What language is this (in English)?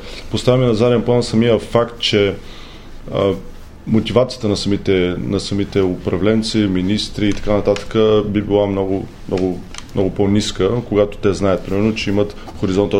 Bulgarian